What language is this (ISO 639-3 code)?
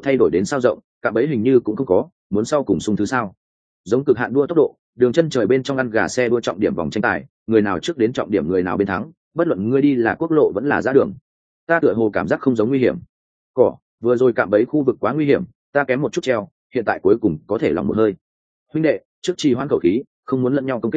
vie